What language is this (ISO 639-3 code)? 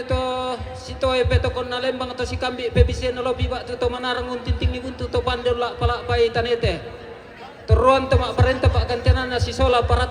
sda